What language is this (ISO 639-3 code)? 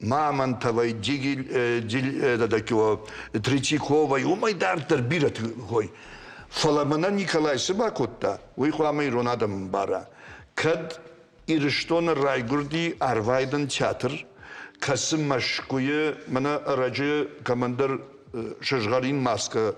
oss